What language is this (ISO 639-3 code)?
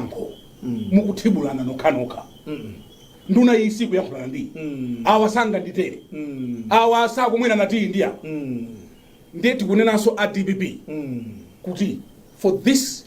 nya